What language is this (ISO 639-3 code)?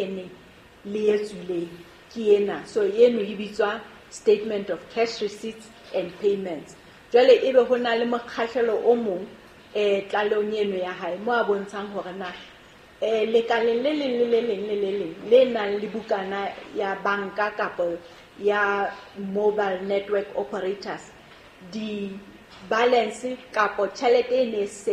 sot